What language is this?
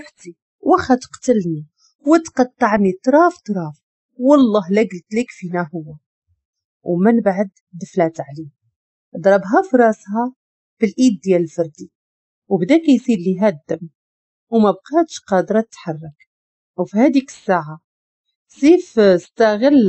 Moroccan Arabic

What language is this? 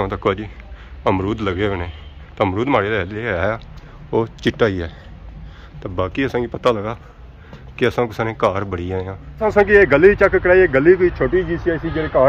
Pahari-Potwari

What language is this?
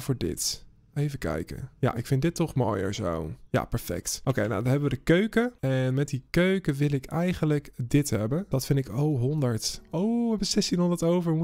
Dutch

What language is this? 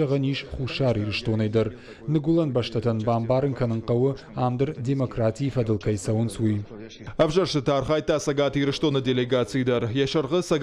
Ossetic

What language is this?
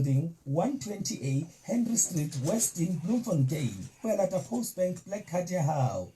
Southern Sotho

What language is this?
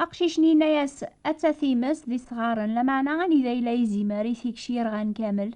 Kabyle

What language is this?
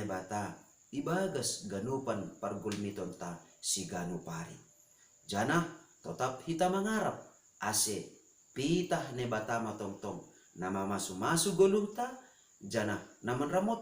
Batak Simalungun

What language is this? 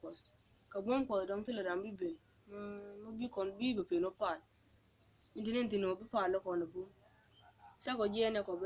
Nuer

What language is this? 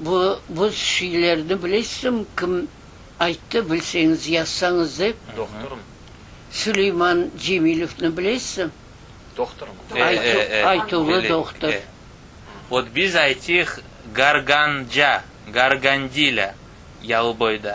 Crimean Tatar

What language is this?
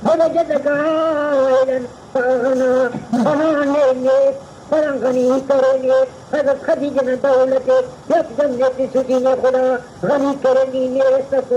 Brahui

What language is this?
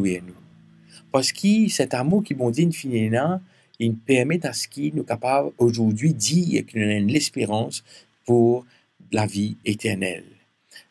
Morisyen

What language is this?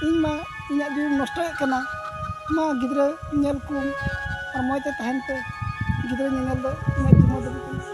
Santali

